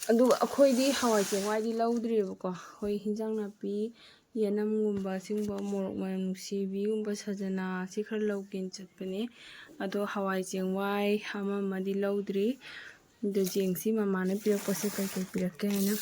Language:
Manipuri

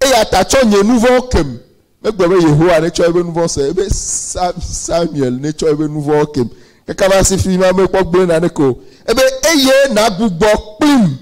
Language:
Ewe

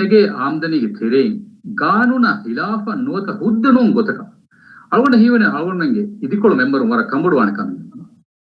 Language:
Divehi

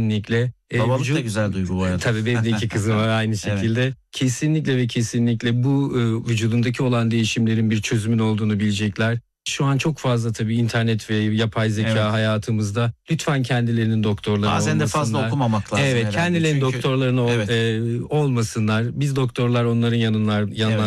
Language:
Turkish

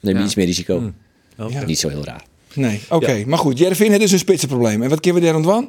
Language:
Western Frisian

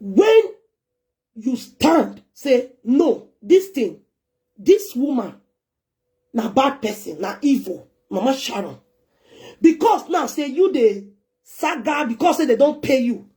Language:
Nigerian Pidgin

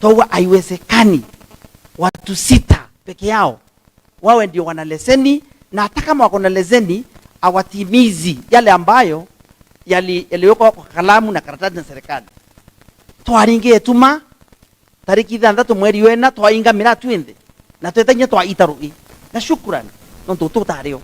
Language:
Meru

